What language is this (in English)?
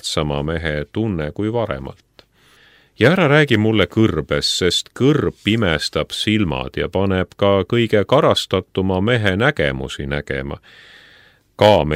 Estonian